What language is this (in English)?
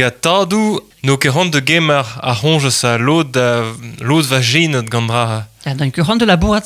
Breton